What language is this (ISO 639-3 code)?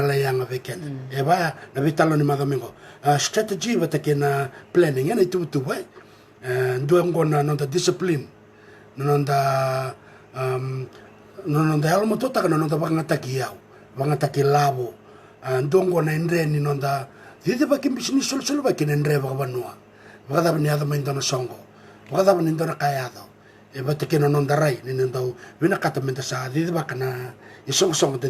fij